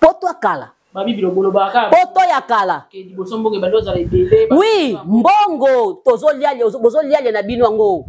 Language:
Lingala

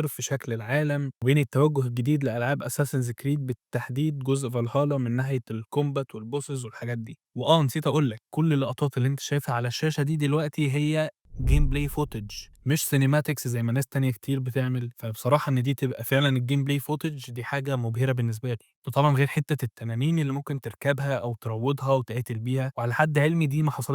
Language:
Egyptian Arabic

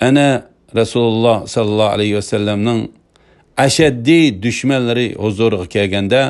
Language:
Uyghur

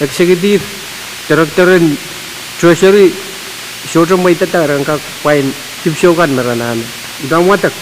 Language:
Pohnpeian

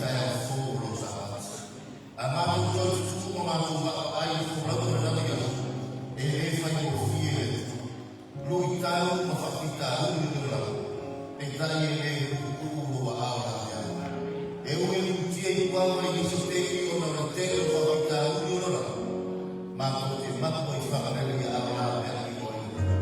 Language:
Samoan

